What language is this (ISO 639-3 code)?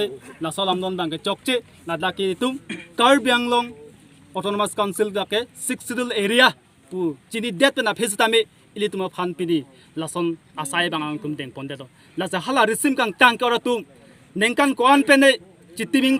mjw